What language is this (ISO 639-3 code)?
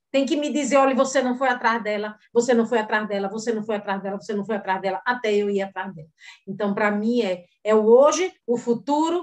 por